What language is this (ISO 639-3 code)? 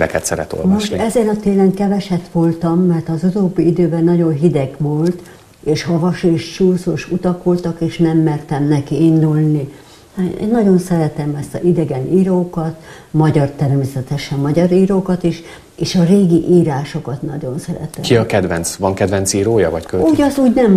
hun